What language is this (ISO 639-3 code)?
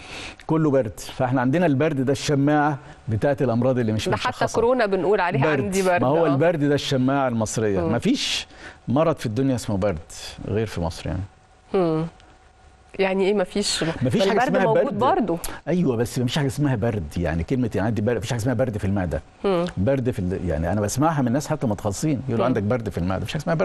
arz